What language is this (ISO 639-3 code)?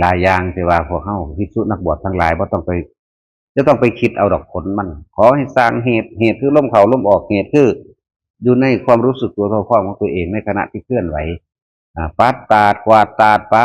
tts